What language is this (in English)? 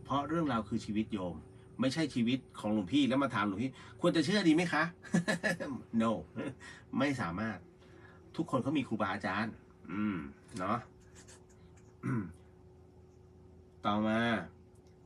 Thai